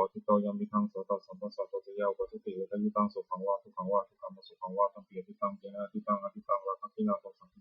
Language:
Pali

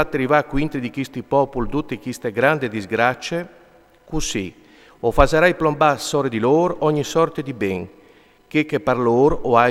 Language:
Friulian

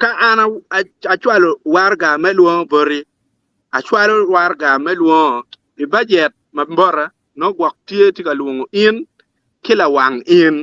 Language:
Acoli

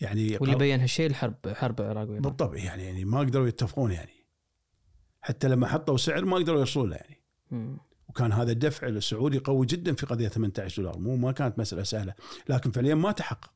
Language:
Gulf Arabic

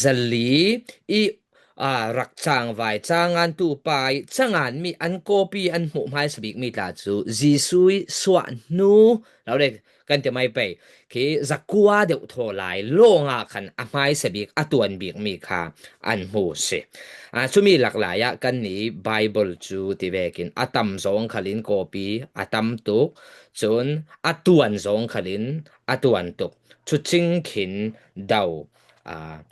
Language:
Falam Chin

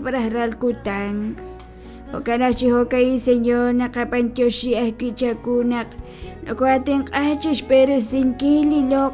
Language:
Kekchí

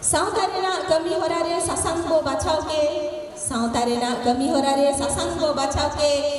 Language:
Santali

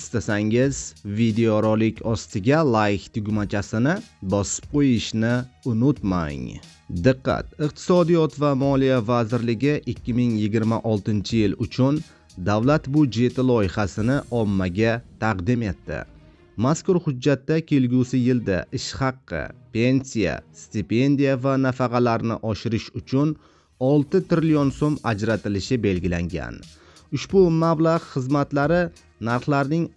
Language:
Uzbek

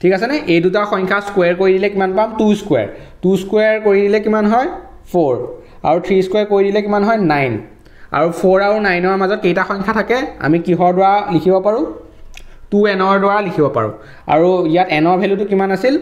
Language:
Assamese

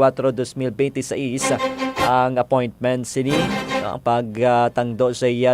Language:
Hiligaynon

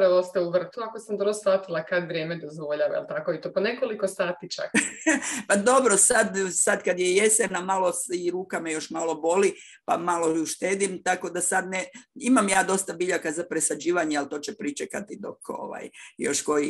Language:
Croatian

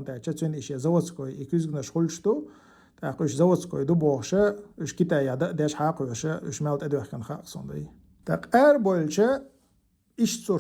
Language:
Chechen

